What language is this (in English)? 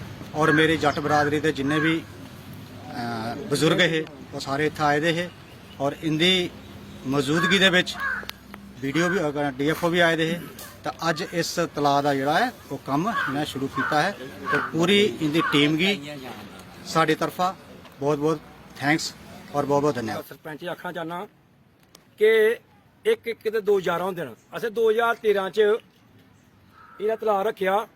Dogri